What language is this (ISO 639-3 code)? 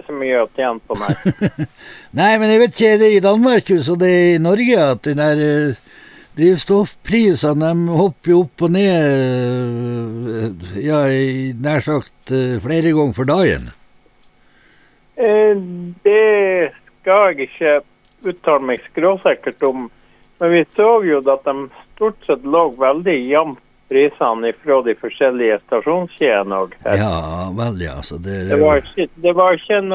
nor